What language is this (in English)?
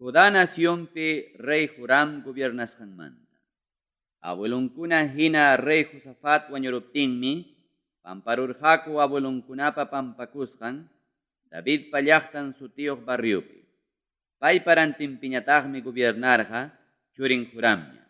Ayacucho Quechua